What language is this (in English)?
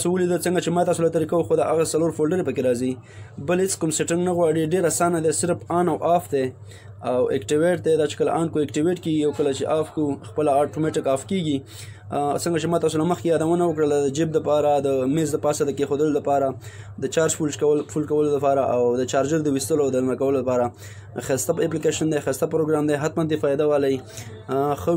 Pashto